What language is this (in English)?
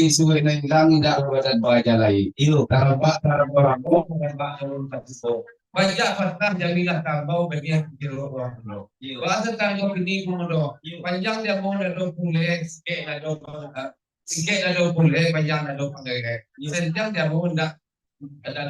Minangkabau